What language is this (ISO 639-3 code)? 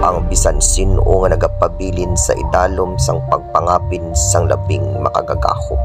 hil